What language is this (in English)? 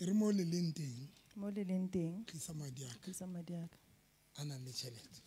Southern Sotho